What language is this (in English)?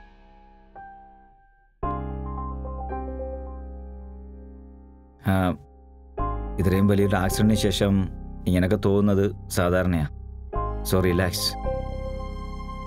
Malayalam